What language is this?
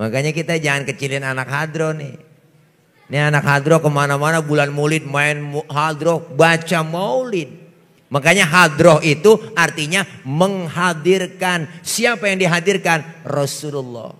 Betawi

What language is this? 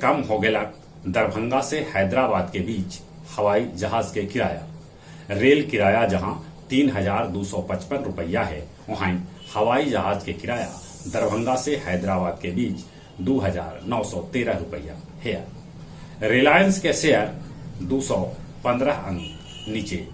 Magahi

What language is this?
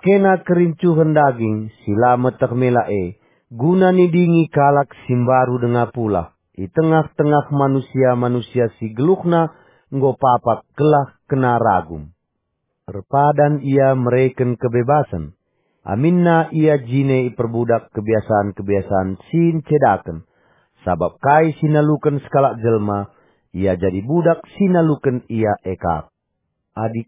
Batak Karo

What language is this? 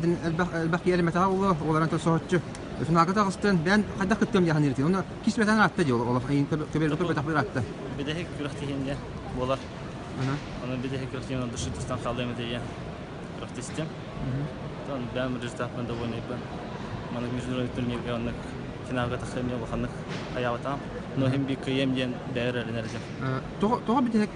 Yakut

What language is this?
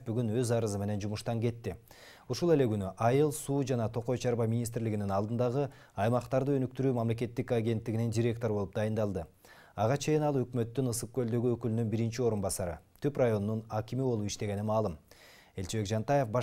Kyrgyz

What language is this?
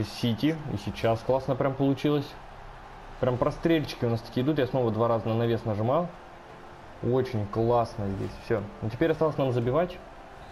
Russian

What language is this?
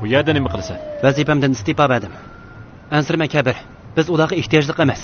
Uyghur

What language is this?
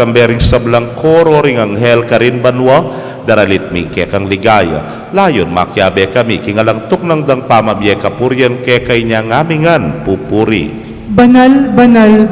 Pampanga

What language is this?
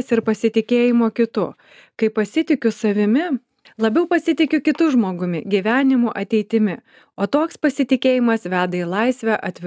Lithuanian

